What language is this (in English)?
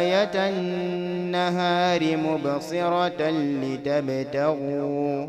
Fula